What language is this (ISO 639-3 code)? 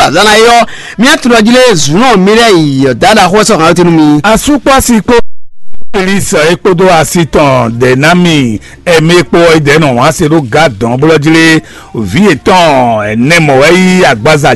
fon